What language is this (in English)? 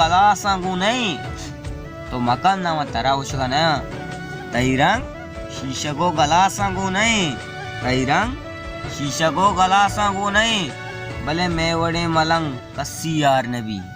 Baluchi